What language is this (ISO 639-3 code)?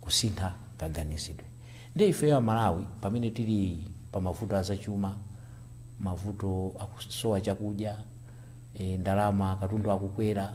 nya